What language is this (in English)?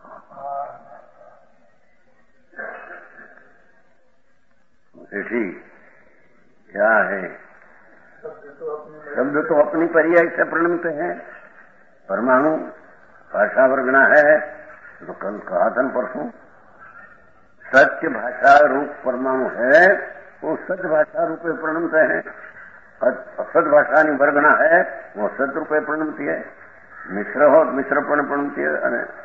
Gujarati